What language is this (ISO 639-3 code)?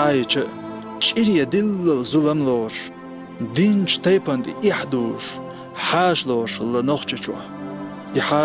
che